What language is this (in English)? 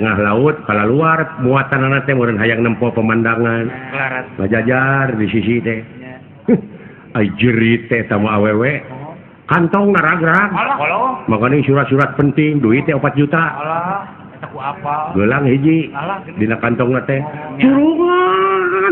Sundanese